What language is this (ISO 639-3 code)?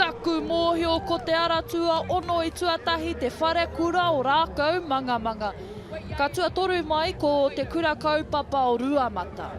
mri